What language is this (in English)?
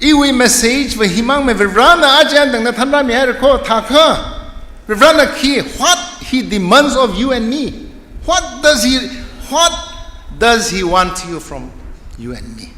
Tangkhul Naga (India)